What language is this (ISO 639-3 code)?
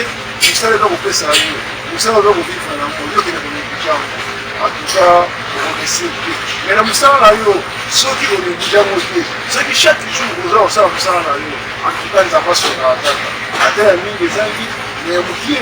lin